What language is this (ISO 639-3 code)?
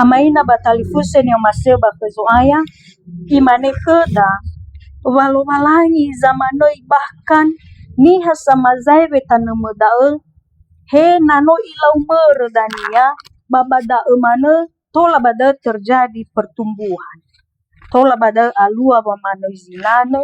nia